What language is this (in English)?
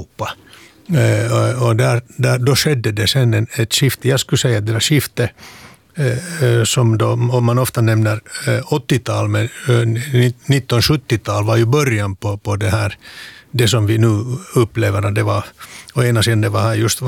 Swedish